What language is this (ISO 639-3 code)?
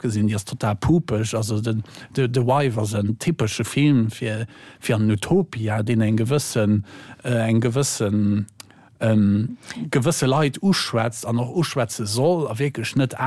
ltz